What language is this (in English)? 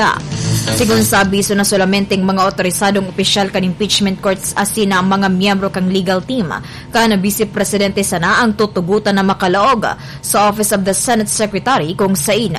Bikol